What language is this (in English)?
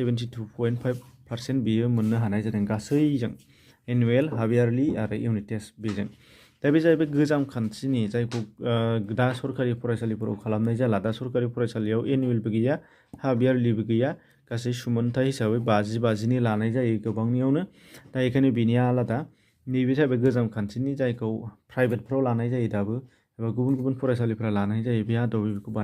Bodo